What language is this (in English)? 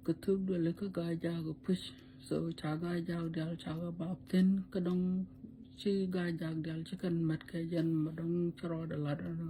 Nuer